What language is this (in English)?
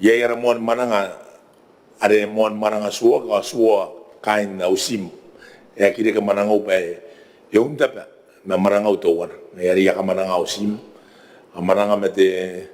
Gilbertese